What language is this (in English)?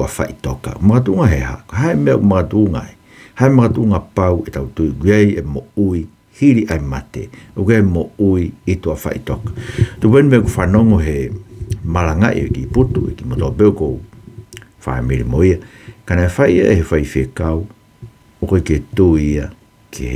Tongan